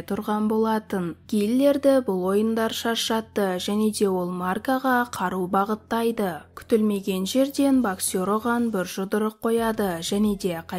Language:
Kazakh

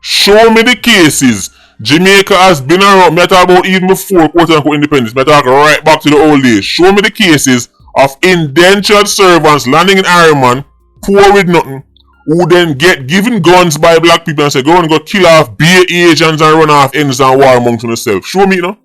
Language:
Jamaican Creole English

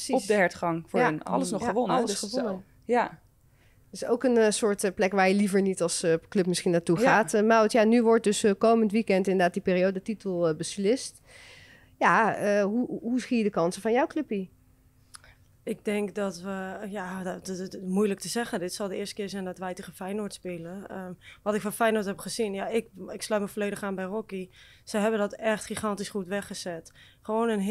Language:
Dutch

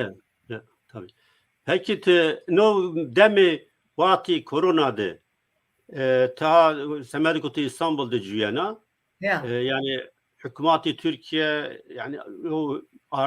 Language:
Zaza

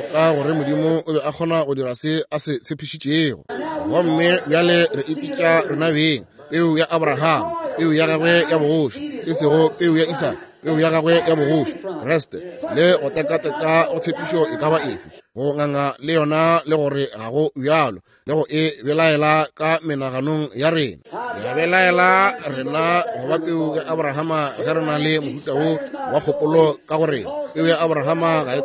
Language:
Northern Sotho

